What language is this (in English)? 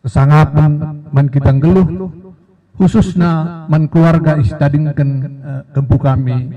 Batak Karo